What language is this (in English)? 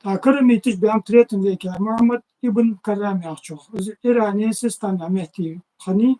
Ingush